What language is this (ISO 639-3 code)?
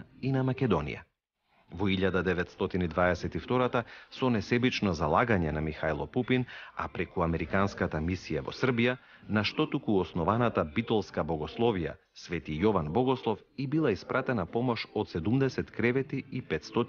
mkd